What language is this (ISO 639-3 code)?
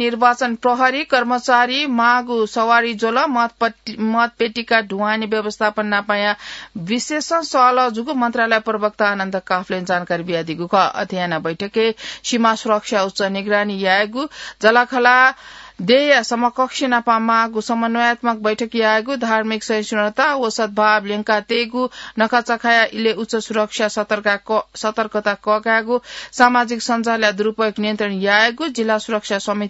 new